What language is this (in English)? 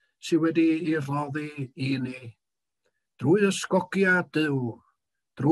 Welsh